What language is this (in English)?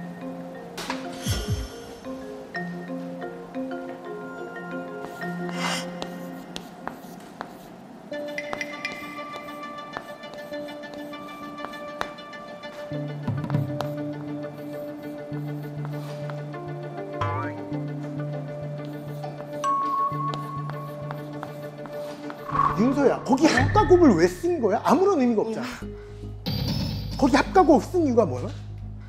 Korean